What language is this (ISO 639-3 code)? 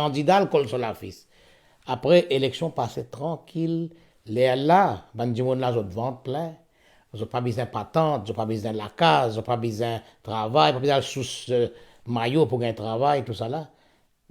mfe